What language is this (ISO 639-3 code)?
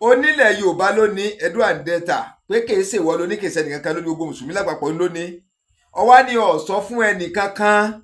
yor